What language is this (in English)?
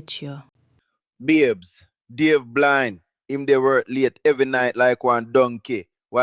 Jamaican Creole English